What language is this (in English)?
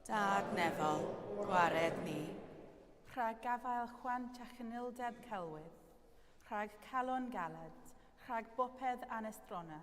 Welsh